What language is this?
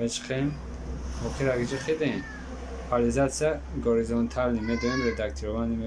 Tajik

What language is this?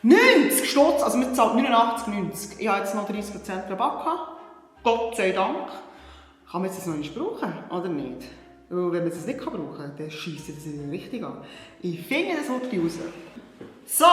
Swiss German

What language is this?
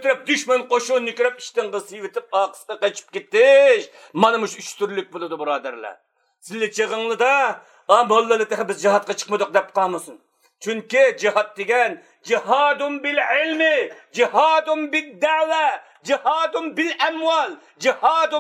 Uyghur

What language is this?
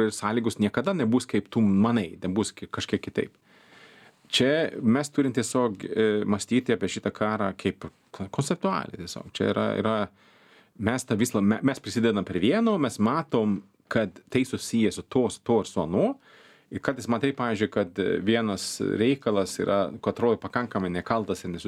Lithuanian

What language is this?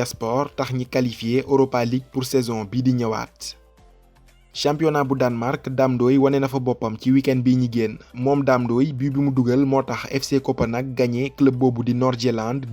Wolof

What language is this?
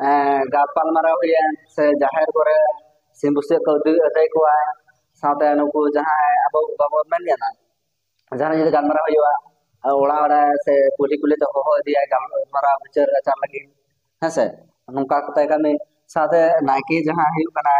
Santali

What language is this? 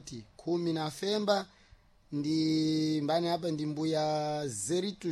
Sena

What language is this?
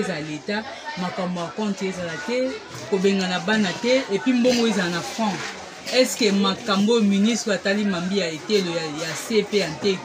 Lingala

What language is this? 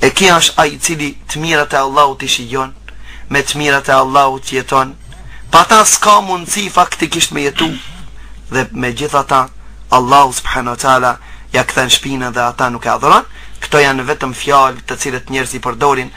Albanian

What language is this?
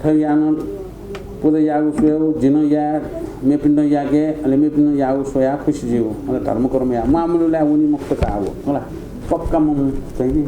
Newari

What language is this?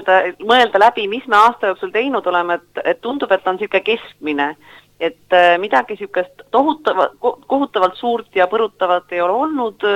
Estonian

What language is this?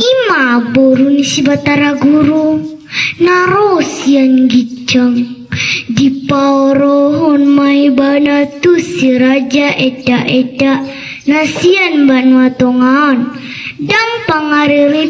Batak Toba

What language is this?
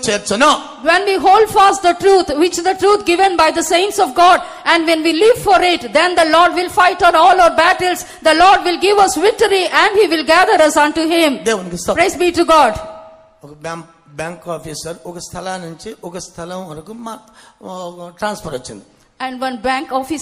Telugu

